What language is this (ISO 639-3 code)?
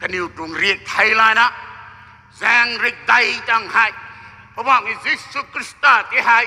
nbu